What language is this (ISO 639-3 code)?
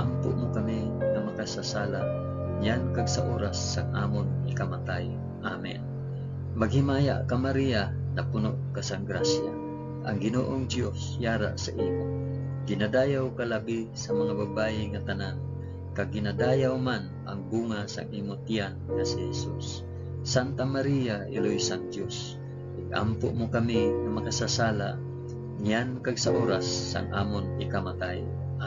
hil